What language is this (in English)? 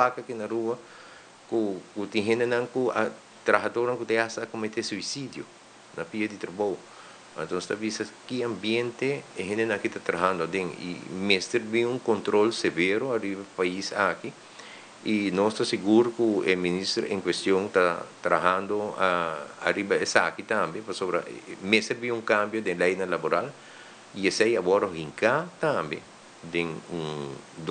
Papiamento